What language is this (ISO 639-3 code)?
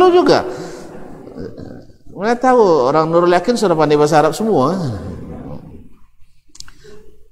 msa